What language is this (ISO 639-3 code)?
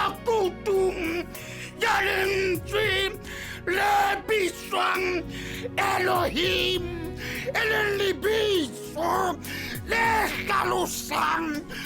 sot